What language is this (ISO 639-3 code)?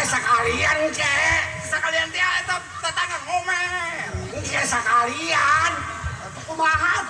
bew